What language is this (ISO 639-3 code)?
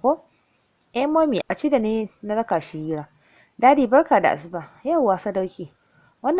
hau